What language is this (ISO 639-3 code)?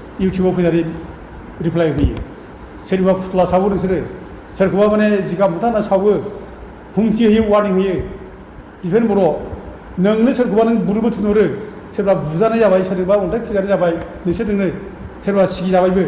brx